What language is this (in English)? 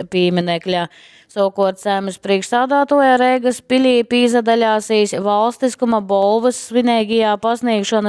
Latgalian